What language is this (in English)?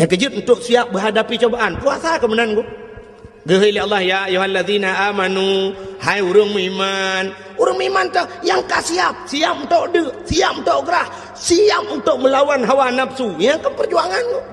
Achinese